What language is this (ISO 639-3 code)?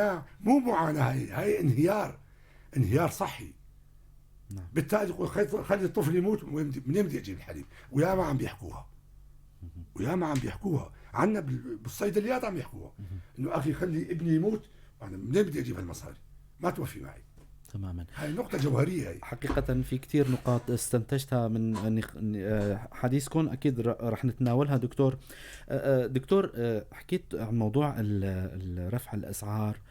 apc